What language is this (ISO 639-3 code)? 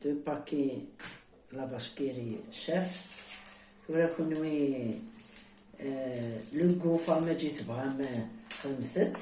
kab